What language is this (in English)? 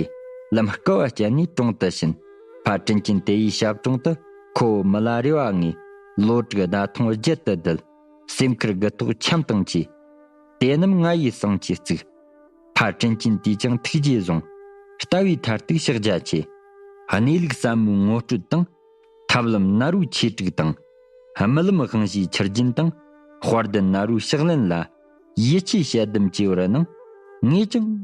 Tibetan